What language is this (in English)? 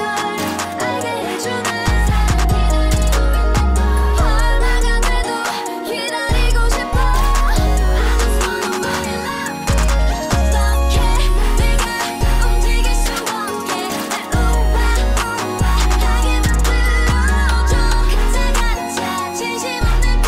Korean